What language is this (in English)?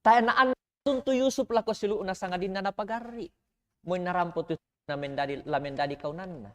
Toraja-Sa'dan